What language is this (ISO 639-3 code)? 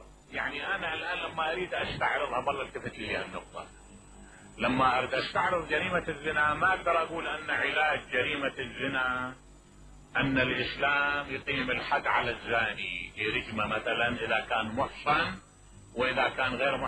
acm